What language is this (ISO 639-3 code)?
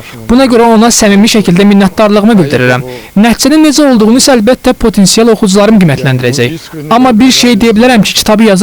aze